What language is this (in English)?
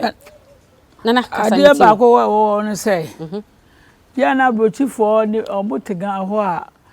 Akan